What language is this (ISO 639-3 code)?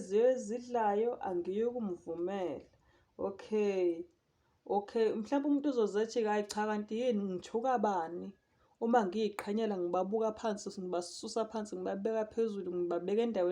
zul